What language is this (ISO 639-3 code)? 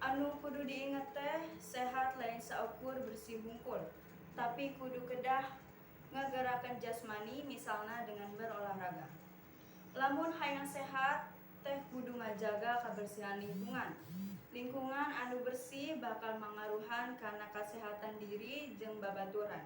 sun